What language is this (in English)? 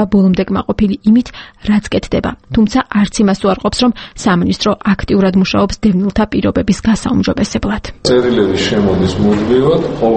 Georgian